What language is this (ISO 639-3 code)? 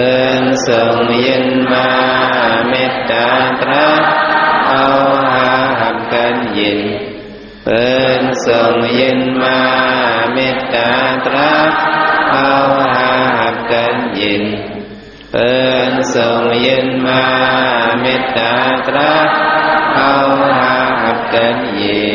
shn